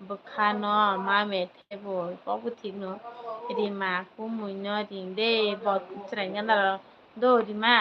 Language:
Kok Borok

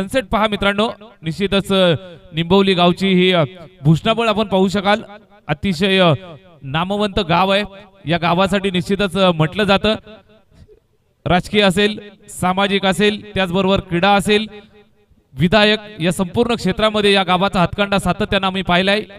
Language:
Marathi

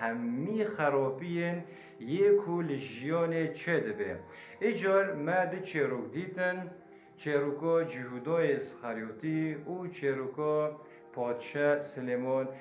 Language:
Kurdish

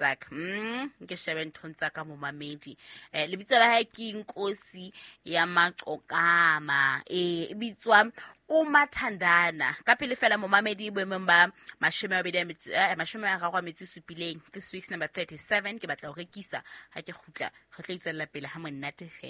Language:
Southern Sotho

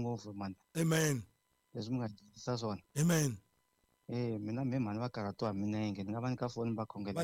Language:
Tsonga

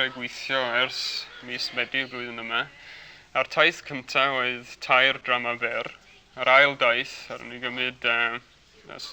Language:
Welsh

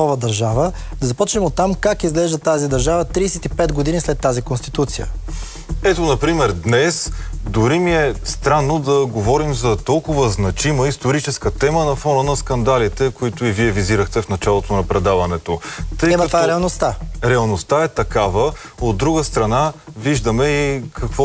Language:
Bulgarian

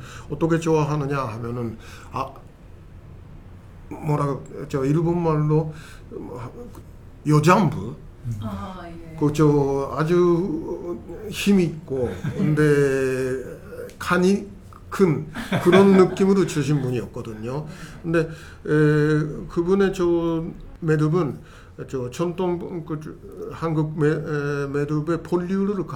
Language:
Korean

